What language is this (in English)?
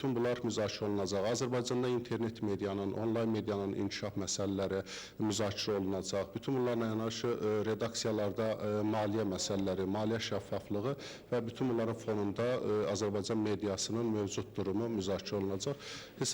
Azerbaijani